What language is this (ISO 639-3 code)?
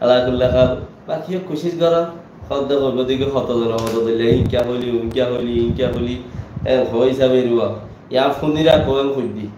rhg